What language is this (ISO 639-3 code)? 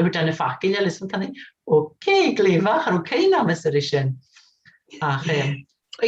gla